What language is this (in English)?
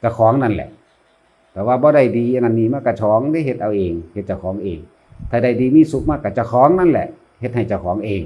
Northeastern Thai